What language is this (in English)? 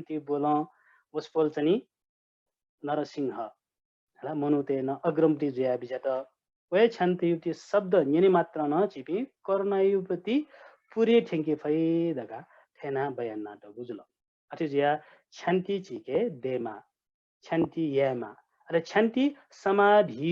Newari